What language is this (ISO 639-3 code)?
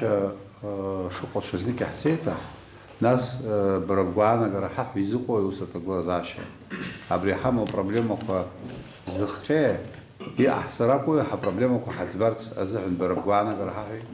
abk